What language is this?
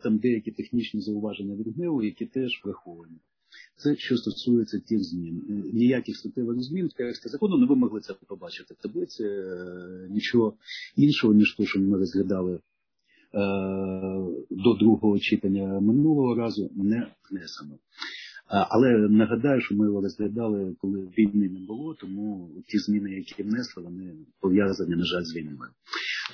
Ukrainian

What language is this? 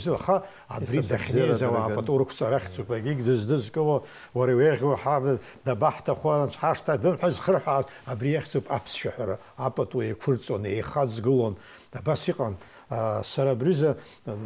Abkhazian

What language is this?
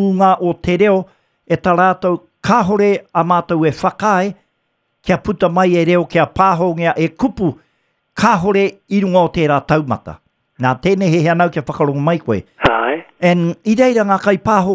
Māori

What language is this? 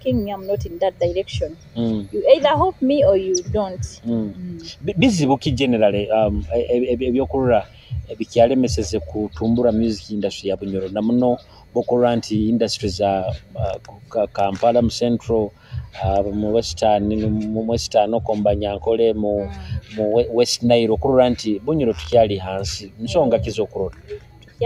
Nyoro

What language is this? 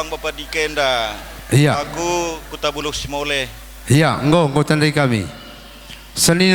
Batak Karo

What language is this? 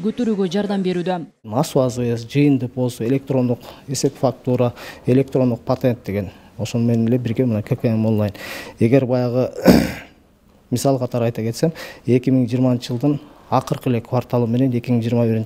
Kyrgyz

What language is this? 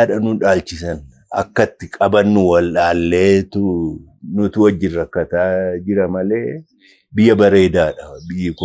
Oromo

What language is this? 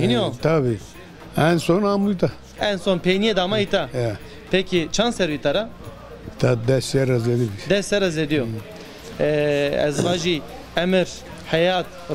Zaza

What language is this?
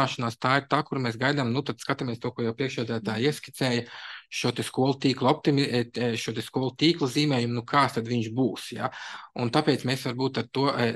Latvian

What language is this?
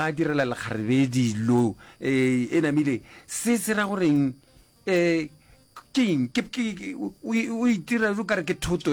Northern Sotho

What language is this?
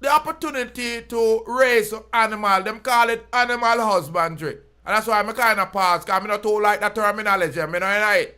Jamaican Creole English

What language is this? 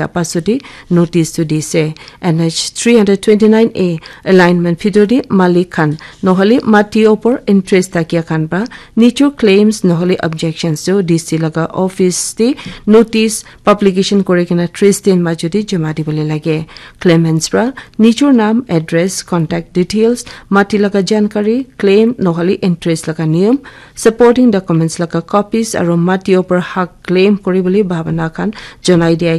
Naga Pidgin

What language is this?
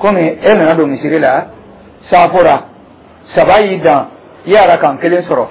Dyula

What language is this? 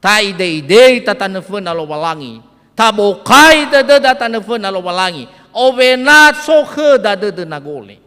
Nias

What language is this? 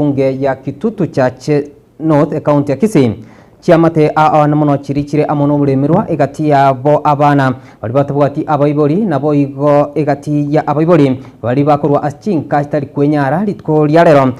Gusii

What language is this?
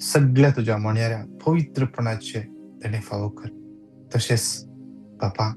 Konkani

